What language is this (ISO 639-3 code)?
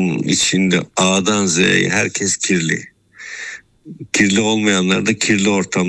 tur